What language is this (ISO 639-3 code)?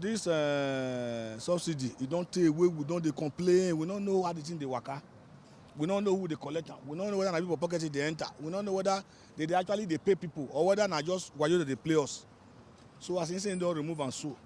pcm